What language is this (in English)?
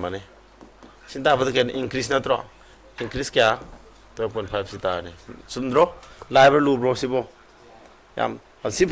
Manipuri